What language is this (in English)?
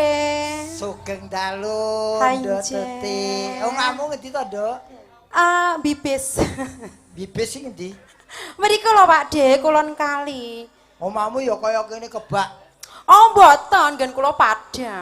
Javanese